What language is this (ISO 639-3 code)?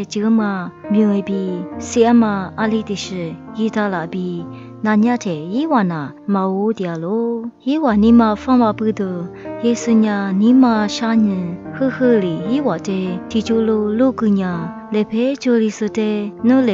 lis